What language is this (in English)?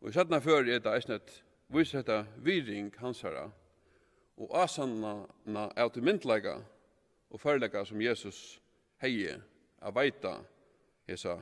Faroese